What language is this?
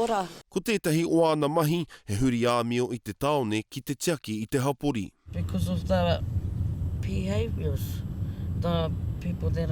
Māori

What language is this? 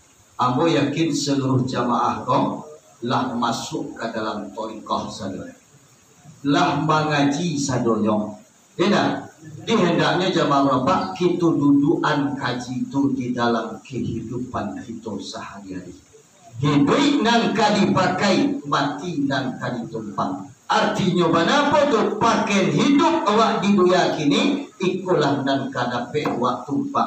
Minangkabau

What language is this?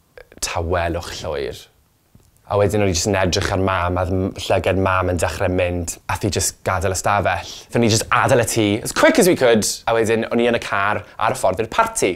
Welsh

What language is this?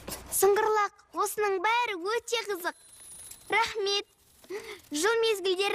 Kazakh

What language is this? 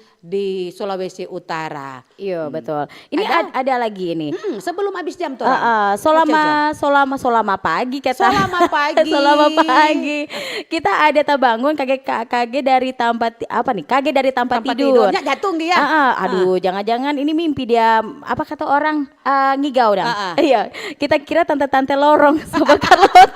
Manado Malay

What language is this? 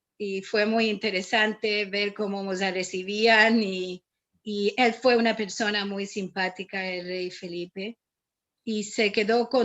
Ladino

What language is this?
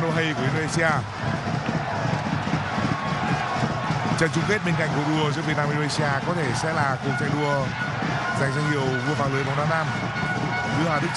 Vietnamese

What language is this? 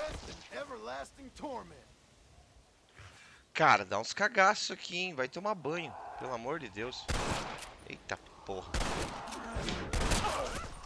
Portuguese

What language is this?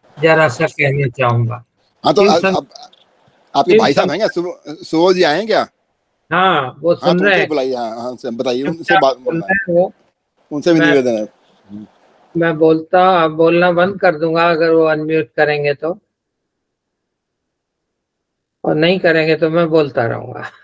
Hindi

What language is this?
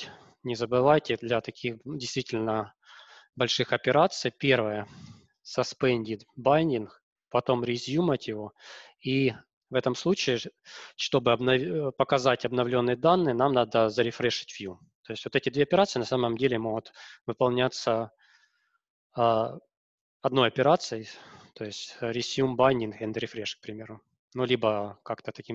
Russian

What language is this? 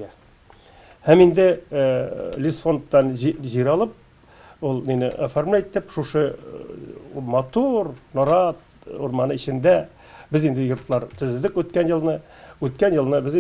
Tatar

